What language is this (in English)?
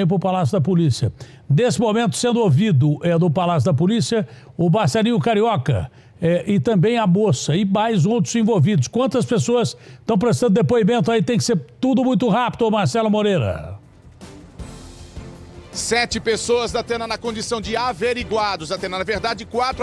Portuguese